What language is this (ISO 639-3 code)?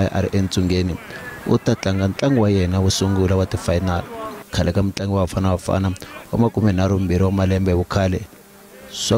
tso